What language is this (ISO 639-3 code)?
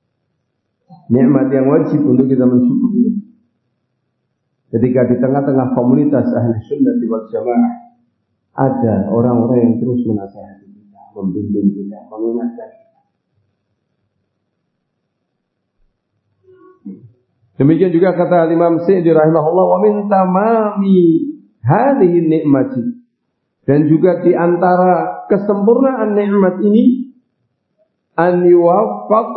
ind